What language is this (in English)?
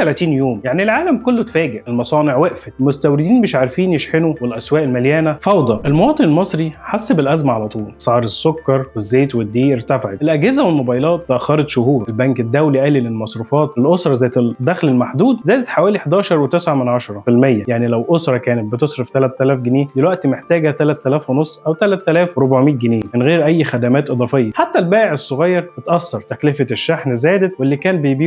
Egyptian Arabic